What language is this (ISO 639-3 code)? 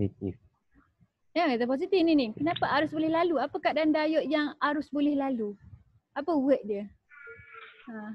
msa